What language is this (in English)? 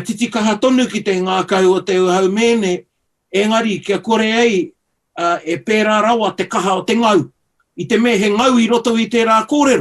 Māori